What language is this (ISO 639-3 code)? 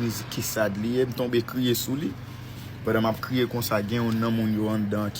hat